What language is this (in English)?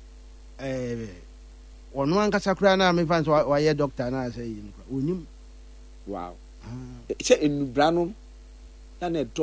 Akan